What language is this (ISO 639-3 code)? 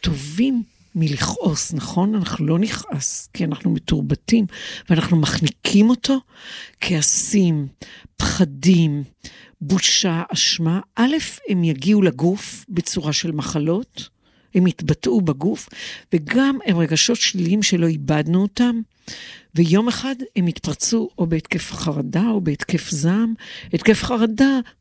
heb